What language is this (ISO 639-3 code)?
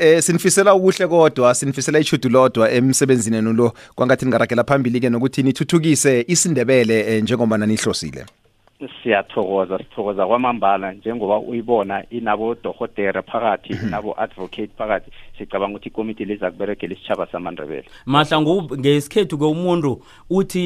nbl